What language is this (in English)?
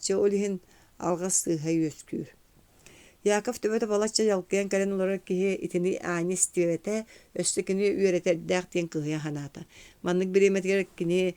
Yakut